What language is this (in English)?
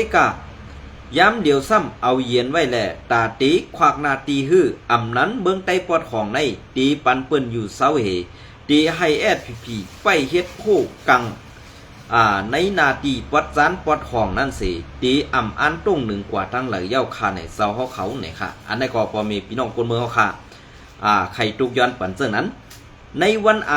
Shan